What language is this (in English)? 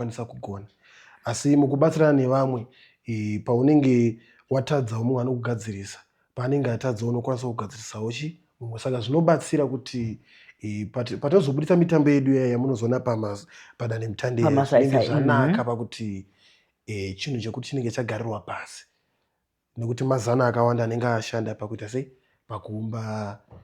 Shona